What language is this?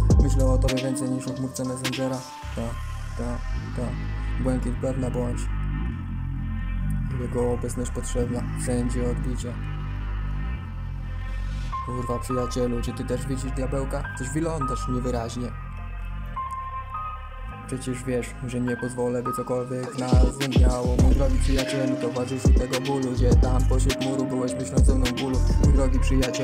Polish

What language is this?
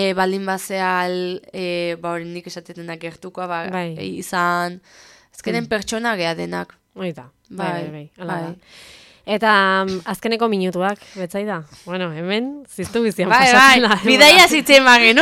Basque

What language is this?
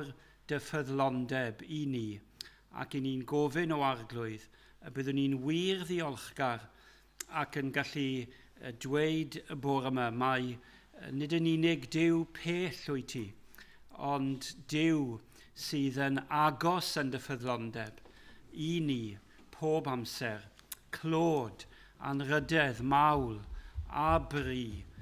Welsh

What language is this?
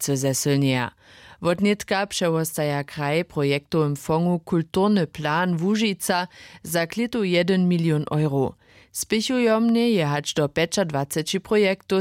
Upper Sorbian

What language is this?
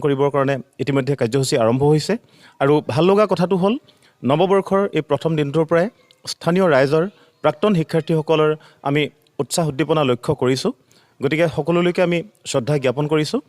Assamese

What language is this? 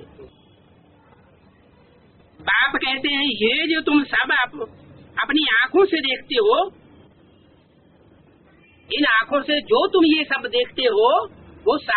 Hindi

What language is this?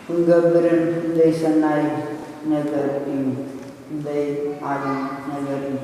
Tigrinya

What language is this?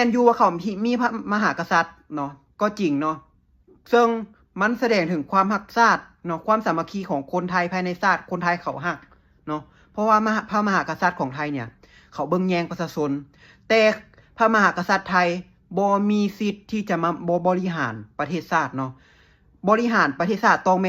Lao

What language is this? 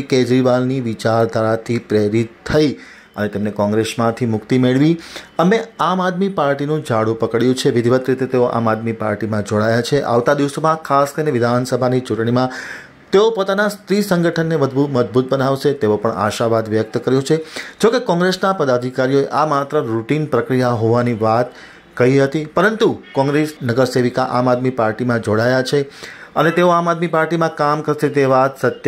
Gujarati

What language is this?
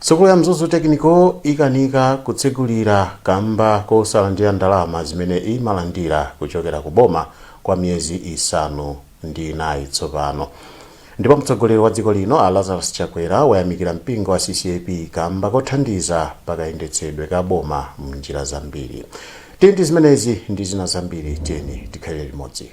Nyanja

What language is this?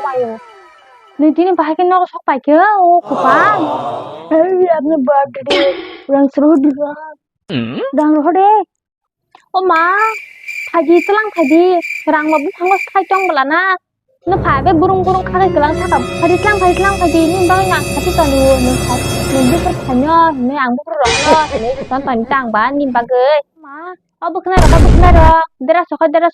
Kok Borok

